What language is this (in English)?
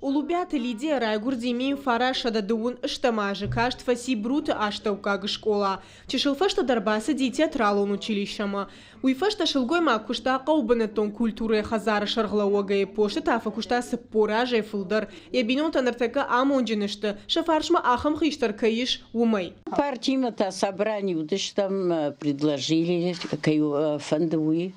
Ossetic